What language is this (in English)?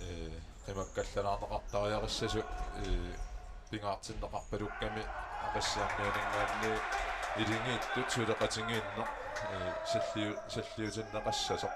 Kalaallisut